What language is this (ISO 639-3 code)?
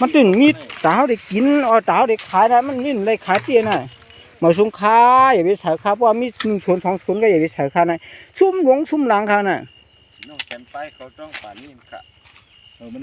shn